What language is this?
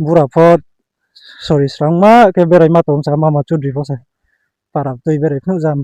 Riang (India)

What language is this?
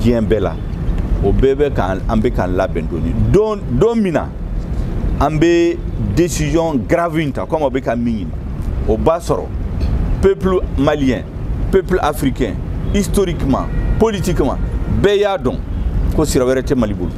Bambara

